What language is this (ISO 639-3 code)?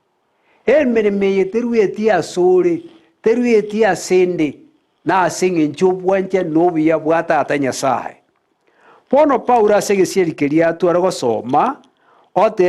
guz